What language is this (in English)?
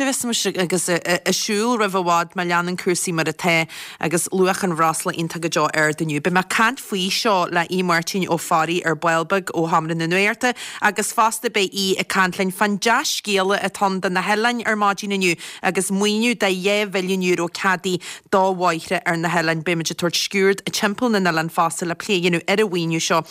Irish